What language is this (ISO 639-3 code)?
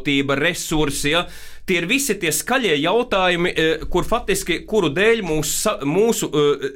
lav